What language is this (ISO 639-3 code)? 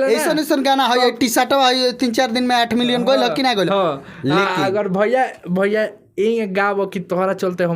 bho